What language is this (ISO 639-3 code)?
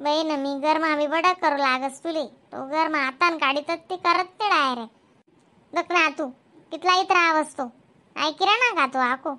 khn